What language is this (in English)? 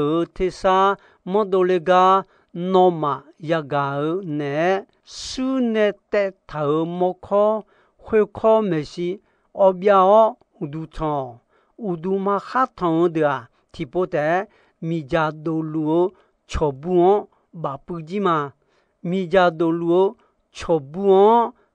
Akha